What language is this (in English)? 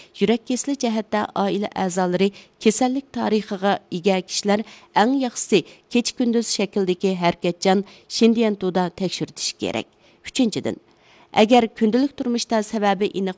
Uyghur